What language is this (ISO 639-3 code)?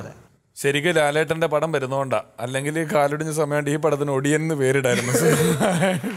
mal